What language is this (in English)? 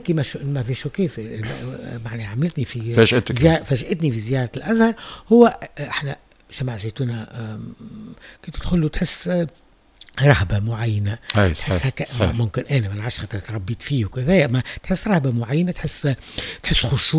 Tunisian Arabic